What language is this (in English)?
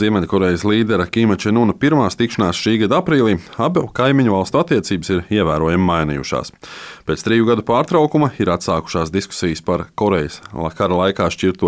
Latvian